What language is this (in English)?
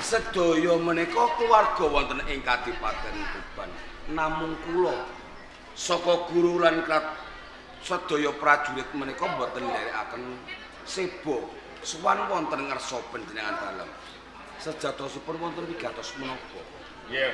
Javanese